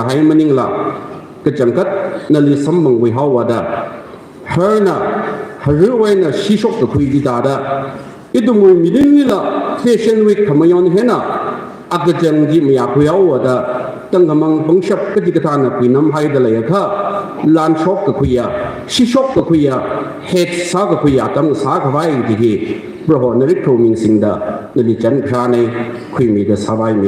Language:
Tangkhul Naga (India)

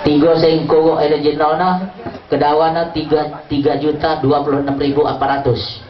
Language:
Lampung Nyo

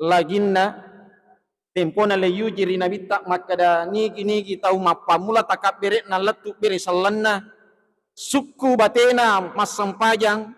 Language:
Buginese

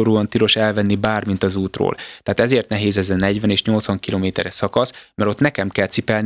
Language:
Hungarian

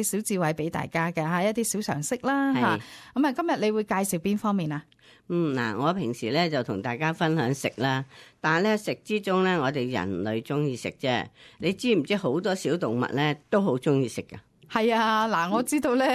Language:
Cantonese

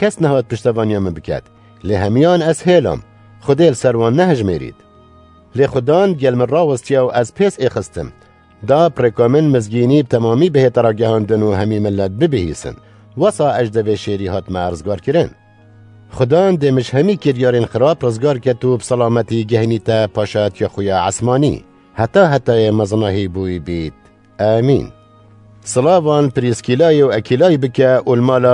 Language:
Kurdish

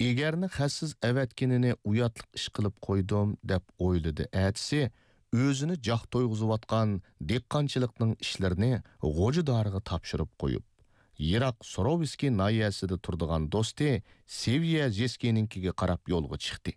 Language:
Uyghur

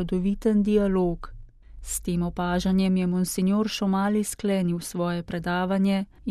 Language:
Slovenian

